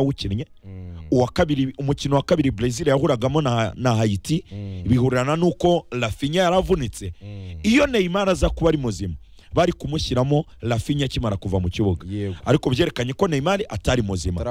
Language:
Kinyarwanda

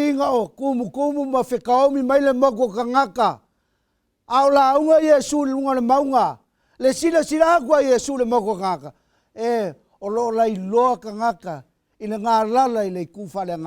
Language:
Samoan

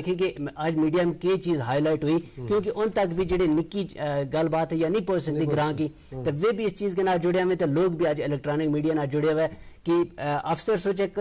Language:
Gujari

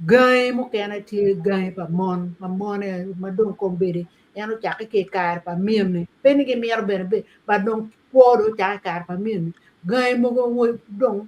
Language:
Acoli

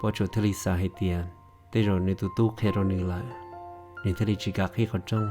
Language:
Hmong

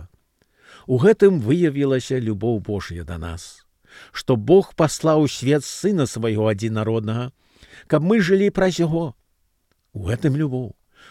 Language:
Belarusian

